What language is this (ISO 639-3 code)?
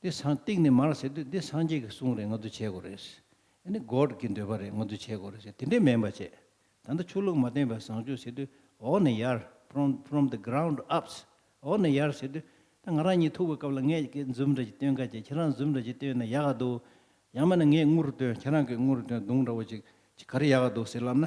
bod